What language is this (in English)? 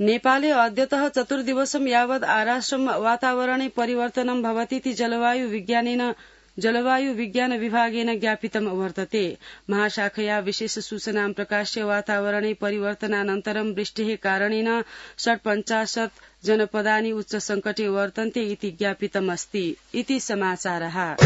Sanskrit